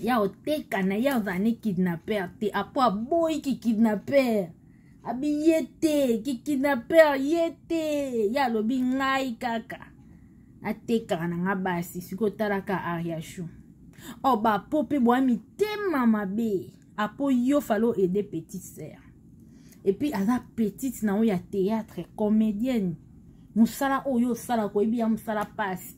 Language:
Lingala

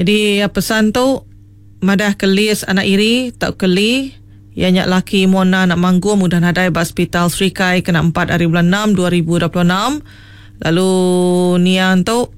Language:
Iban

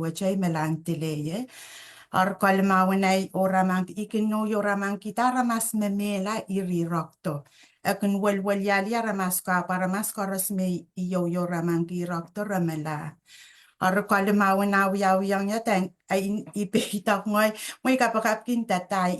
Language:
Pohnpeian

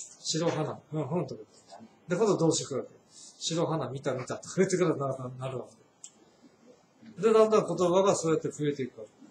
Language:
Japanese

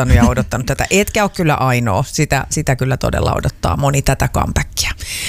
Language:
Finnish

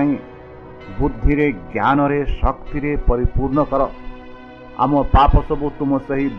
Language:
Odia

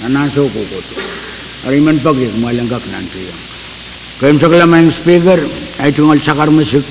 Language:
Pohnpeian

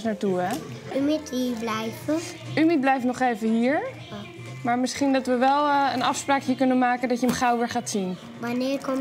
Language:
Dutch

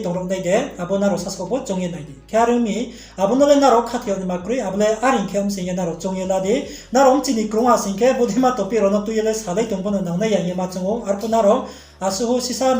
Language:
Riang (India)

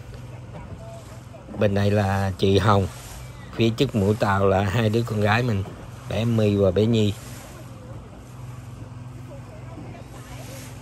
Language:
Vietnamese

